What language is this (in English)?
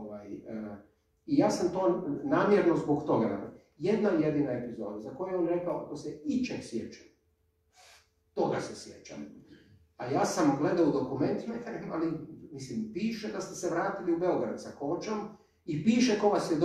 Croatian